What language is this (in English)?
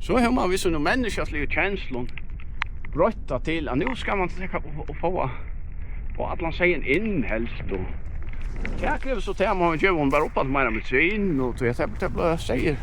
Faroese